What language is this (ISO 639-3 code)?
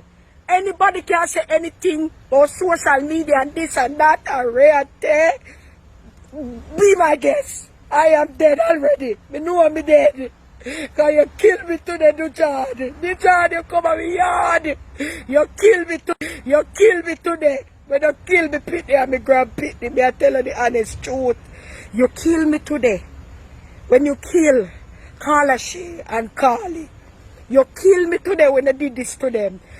jam